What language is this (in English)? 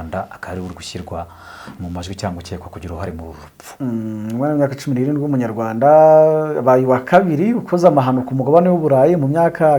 Kinyarwanda